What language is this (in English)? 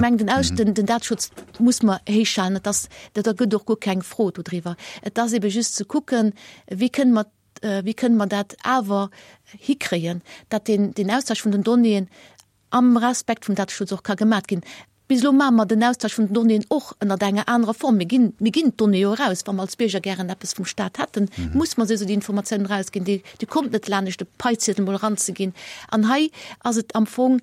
Luxembourgish